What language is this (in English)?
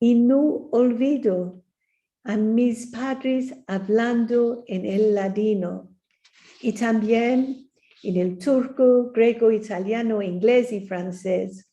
Ladino